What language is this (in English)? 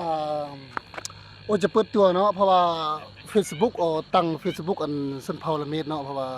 Lao